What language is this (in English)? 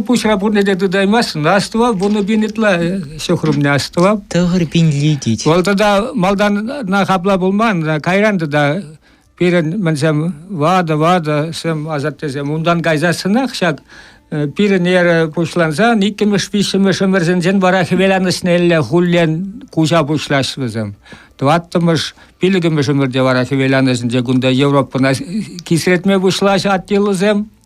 Chuvash